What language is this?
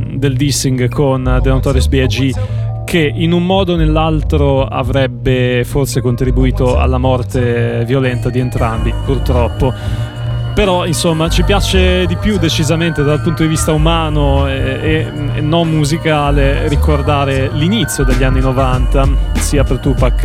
Italian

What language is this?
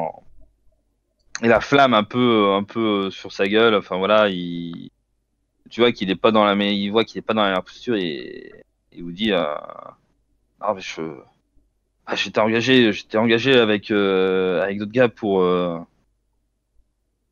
French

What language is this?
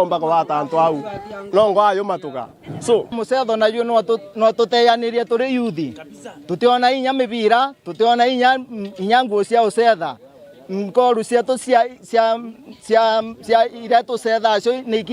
Meru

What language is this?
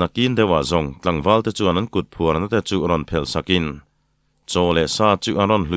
Mizo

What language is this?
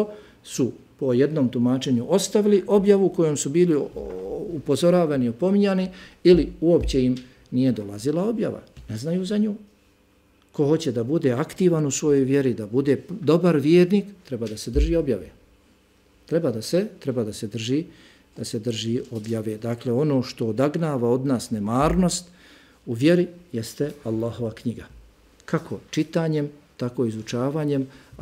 Bosnian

